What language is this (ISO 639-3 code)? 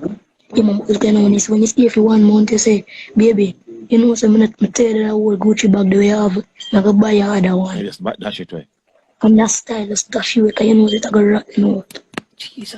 jam